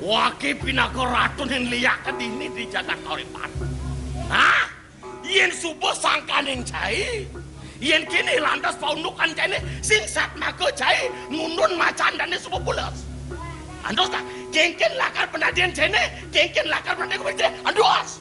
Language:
Balinese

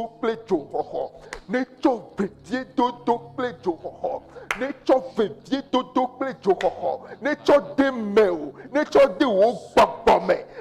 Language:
Ewe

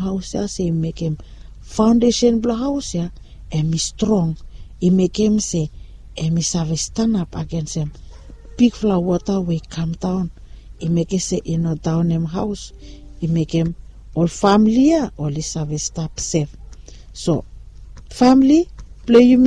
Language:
Bislama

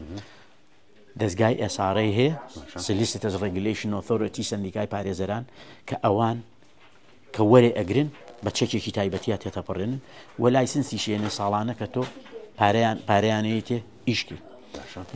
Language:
Central Kurdish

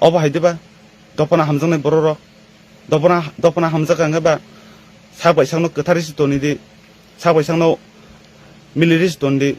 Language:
Kok Borok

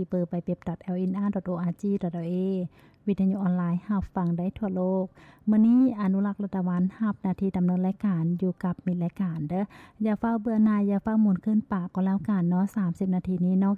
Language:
Lao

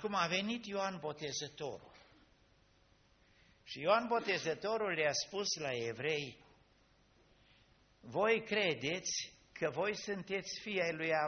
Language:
Romanian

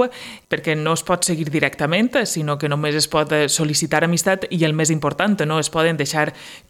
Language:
Catalan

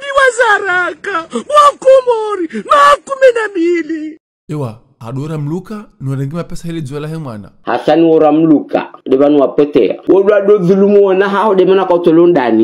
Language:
Ngazidja Comorian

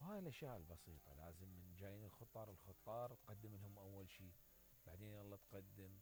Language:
Mesopotamian Arabic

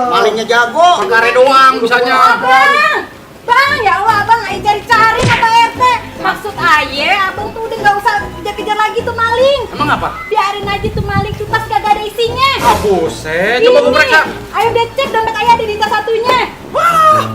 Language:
Betawi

